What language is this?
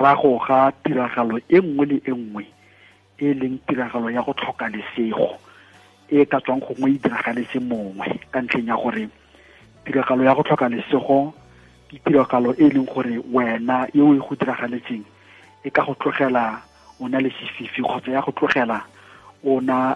Tswana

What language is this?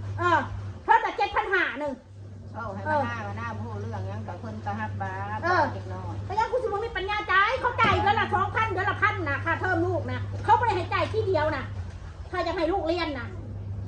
Northeastern Thai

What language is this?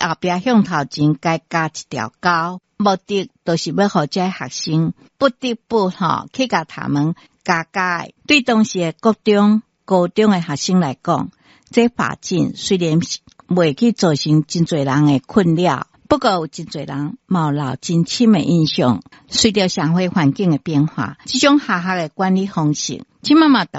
Min Nan Chinese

